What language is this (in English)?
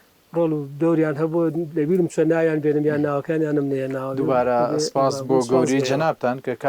Central Kurdish